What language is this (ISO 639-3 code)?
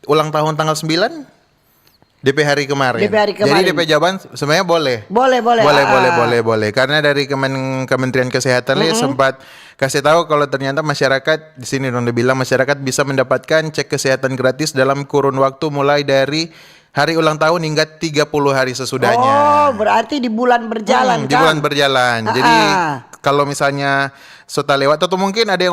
xmm